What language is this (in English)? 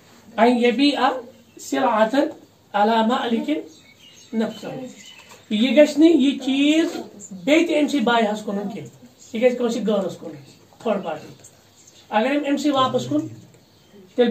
Kashmiri